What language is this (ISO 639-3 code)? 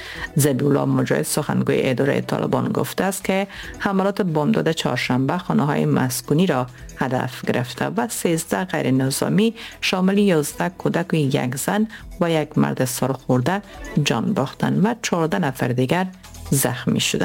fas